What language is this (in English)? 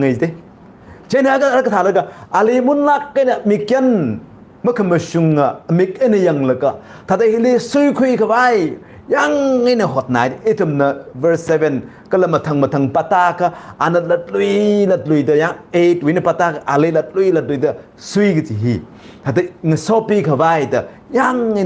Tangkhul Naga (India)